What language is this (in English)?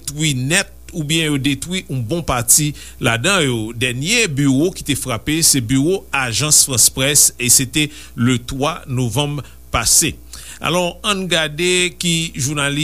Haitian Creole